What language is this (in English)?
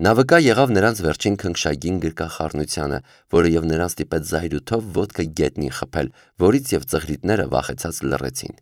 Armenian